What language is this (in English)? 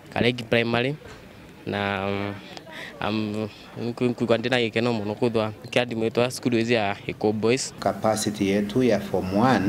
Meru